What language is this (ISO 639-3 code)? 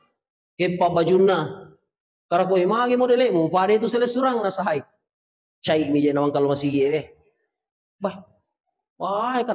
bug